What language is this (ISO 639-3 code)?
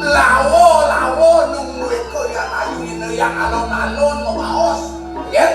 ban